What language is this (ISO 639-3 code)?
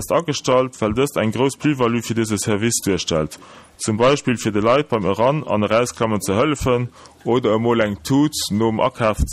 ltz